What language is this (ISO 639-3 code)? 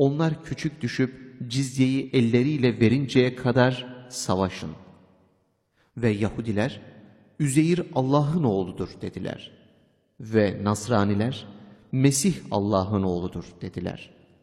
tur